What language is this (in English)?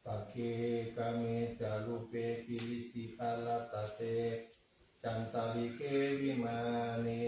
Pali